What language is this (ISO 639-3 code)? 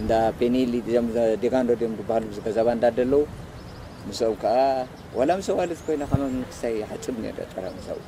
tir